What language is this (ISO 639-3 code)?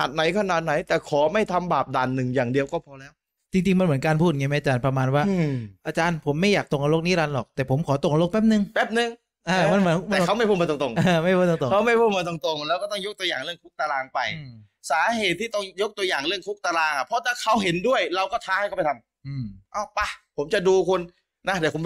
tha